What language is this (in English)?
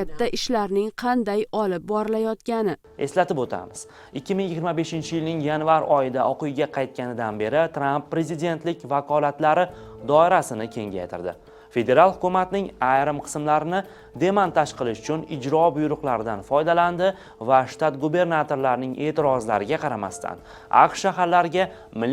Uzbek